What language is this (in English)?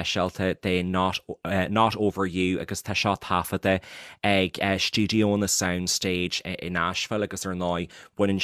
Irish